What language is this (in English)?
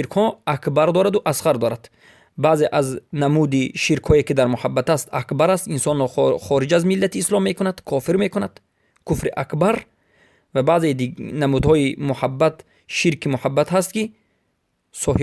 Persian